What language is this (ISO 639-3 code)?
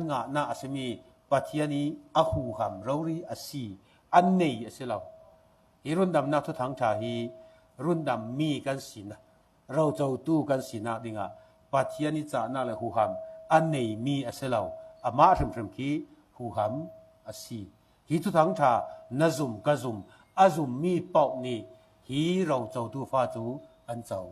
cfm